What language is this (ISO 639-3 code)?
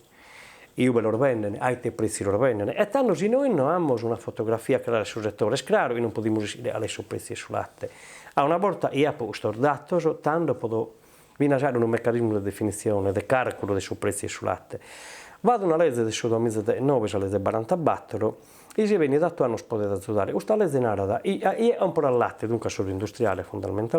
srd